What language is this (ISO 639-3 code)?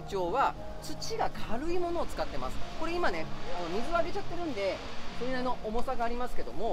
jpn